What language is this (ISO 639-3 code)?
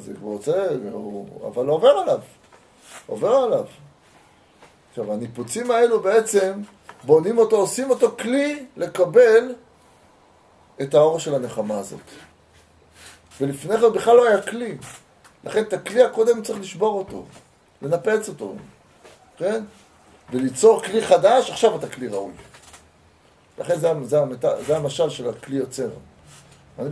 heb